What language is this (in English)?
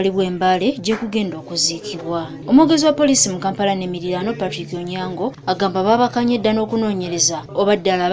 Ganda